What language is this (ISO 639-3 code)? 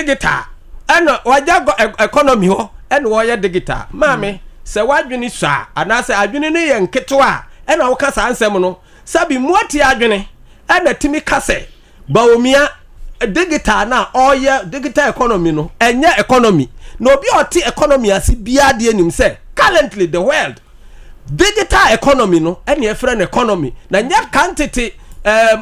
aka